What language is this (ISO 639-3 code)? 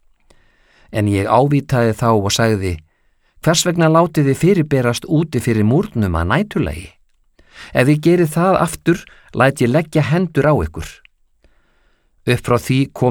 isl